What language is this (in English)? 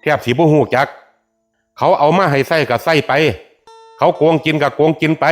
Northeastern Thai